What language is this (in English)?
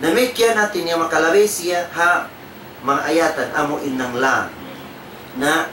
Tausug